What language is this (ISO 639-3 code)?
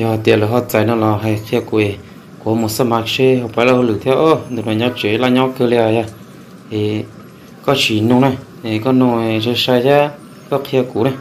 hmn